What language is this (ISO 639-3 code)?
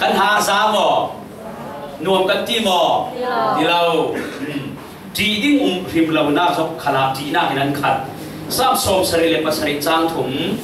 cfm